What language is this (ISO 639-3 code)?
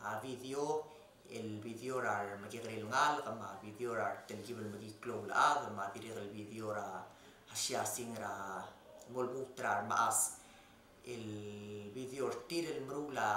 pau